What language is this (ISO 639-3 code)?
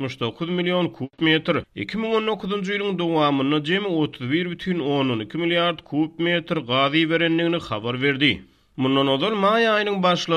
tuk